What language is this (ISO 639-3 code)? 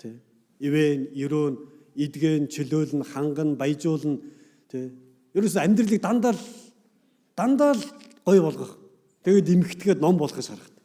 mon